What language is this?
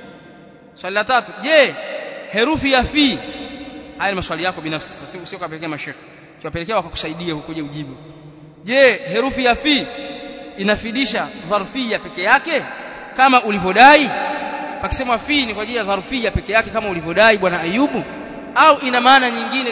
Swahili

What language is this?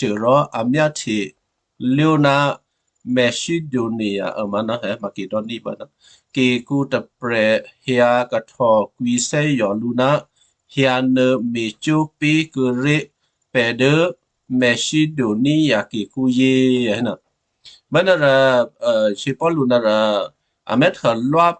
Western Kayah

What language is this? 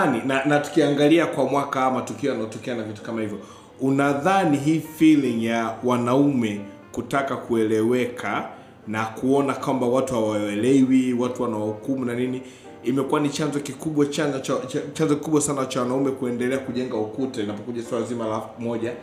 Swahili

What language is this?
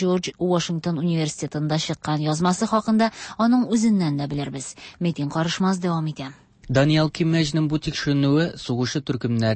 Tatar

